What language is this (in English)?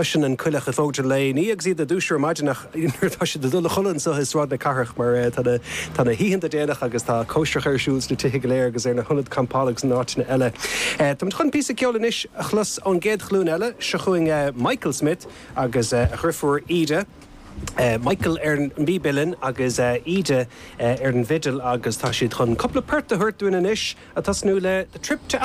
Irish